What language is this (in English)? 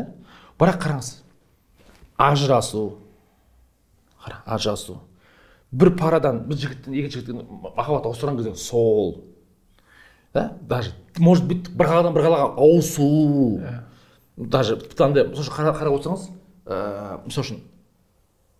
Kazakh